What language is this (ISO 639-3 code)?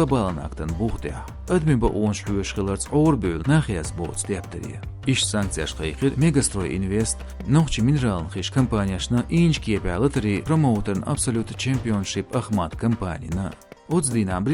che